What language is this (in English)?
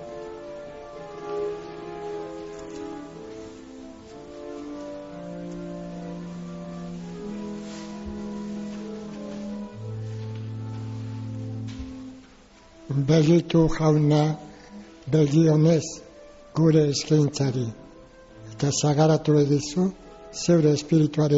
Basque